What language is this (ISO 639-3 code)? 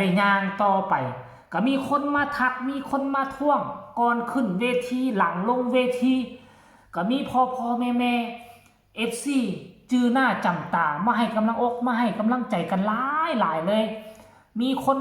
tts